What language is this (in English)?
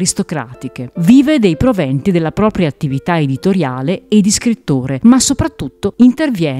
Italian